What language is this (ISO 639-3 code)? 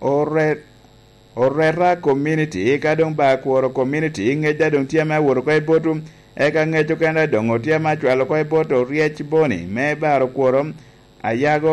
laj